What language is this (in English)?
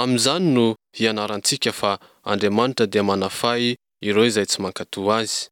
Malagasy